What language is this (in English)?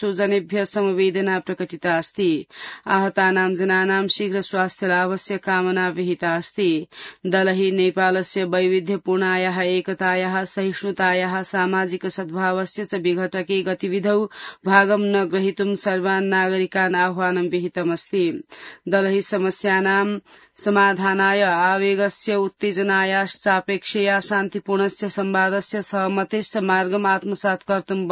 Sanskrit